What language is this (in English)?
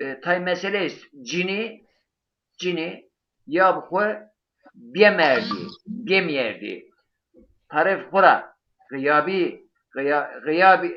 Zaza